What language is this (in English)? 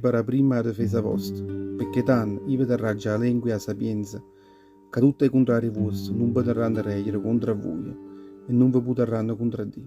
Neapolitan